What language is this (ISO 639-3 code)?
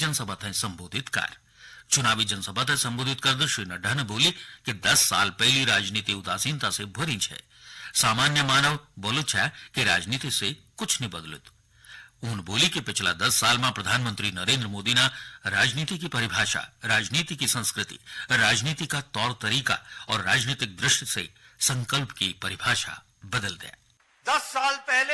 gbm